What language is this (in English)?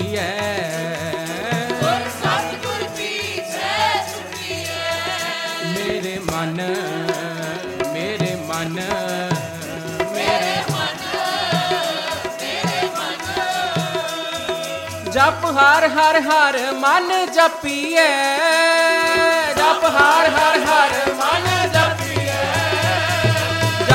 Punjabi